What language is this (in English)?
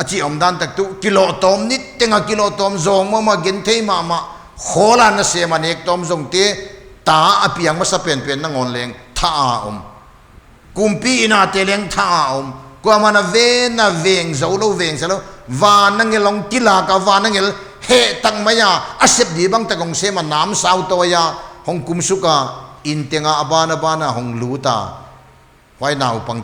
Paite Chin